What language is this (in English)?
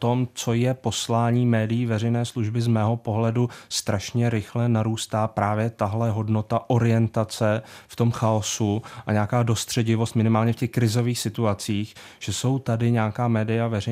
Czech